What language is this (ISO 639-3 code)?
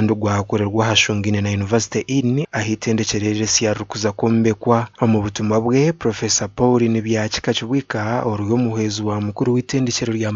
nyn